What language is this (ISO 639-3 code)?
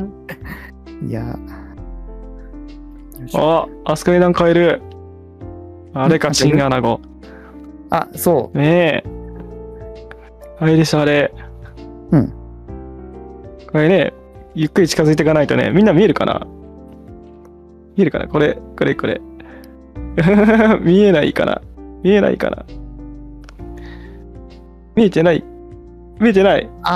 jpn